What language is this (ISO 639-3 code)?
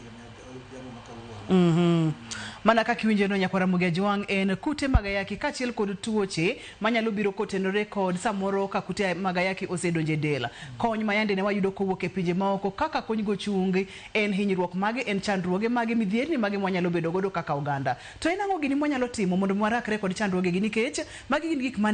luo